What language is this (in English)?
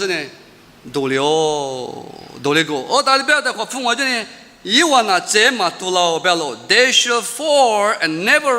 Lisu